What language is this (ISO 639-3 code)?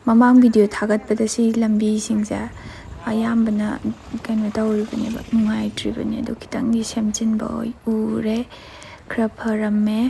mni